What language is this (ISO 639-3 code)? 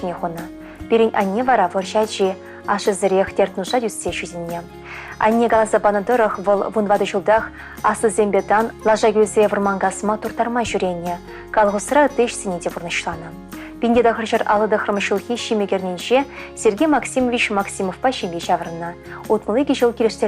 chv